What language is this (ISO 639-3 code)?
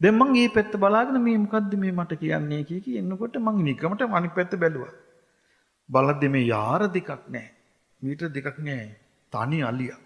sin